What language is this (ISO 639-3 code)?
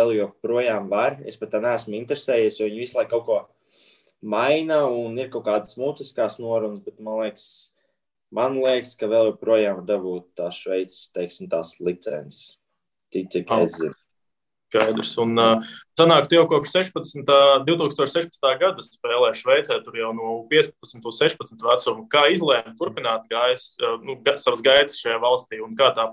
lav